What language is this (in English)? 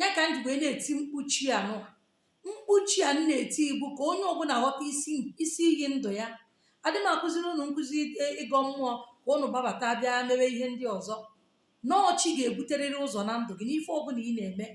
Igbo